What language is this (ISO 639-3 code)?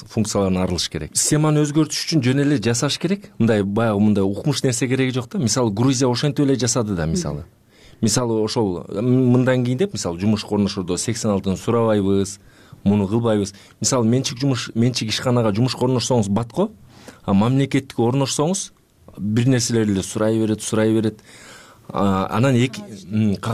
kir